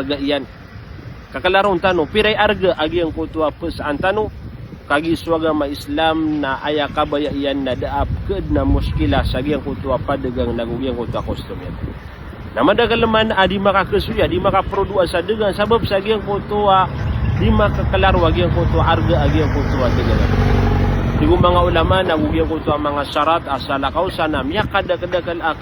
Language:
Maranao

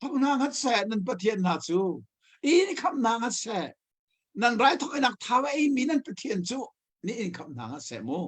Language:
Hakha Chin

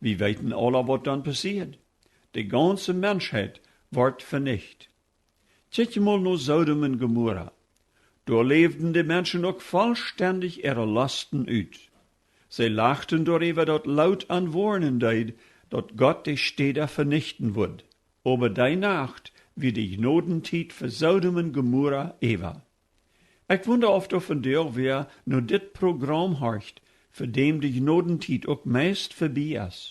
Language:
Plautdietsch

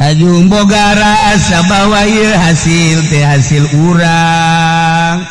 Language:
Sundanese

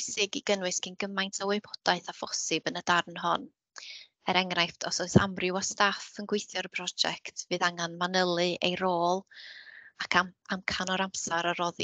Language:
Welsh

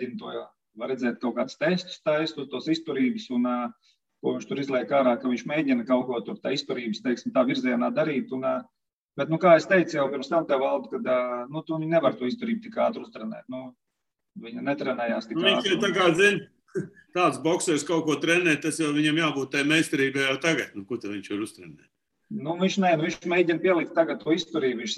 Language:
Latvian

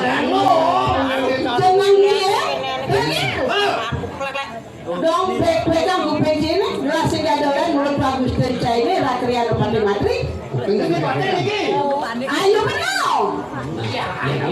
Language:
Balinese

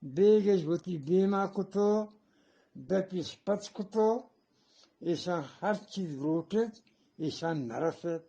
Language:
Eastern Balochi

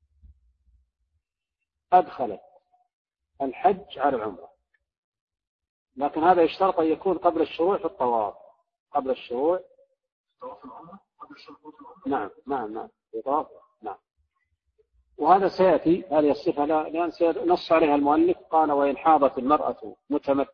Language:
Arabic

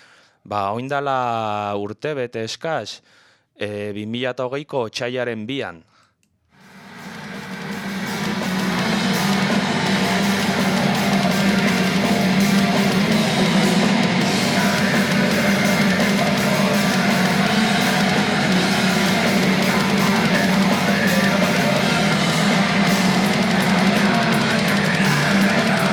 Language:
Basque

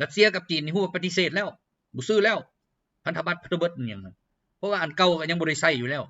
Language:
Lao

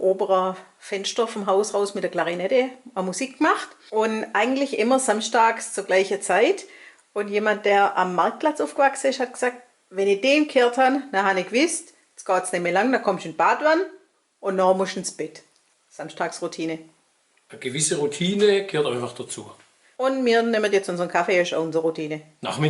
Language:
Swabian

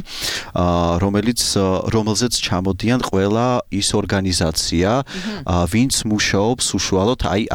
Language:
Georgian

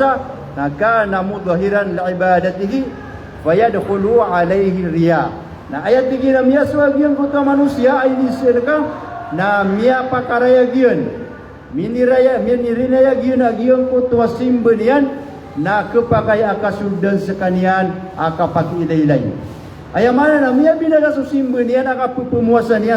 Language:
Maranao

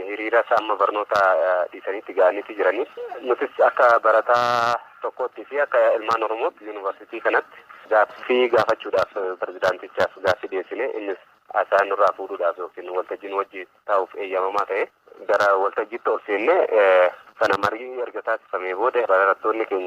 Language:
Oromo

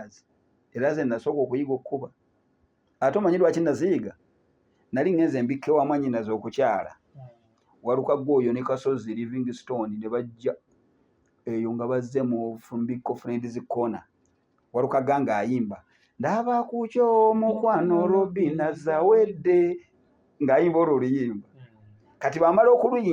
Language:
Ganda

